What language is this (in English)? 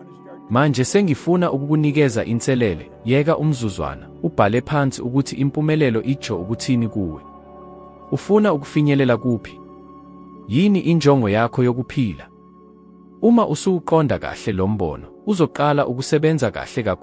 Zulu